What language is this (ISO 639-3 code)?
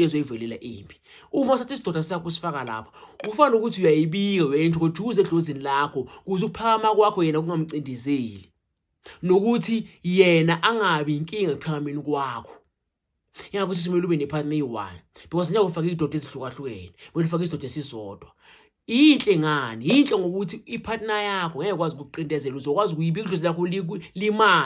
zul